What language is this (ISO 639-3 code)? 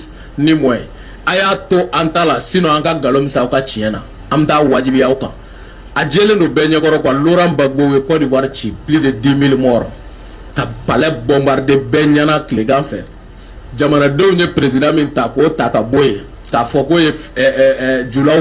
bam